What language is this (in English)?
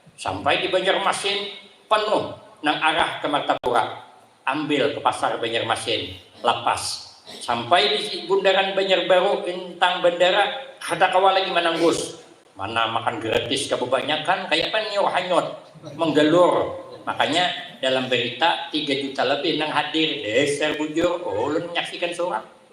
Banjar